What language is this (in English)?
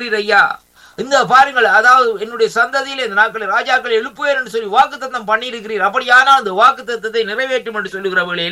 Tamil